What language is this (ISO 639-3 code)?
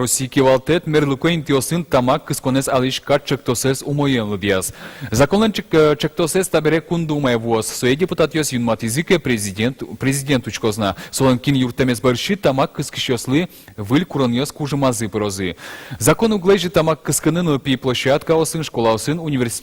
udm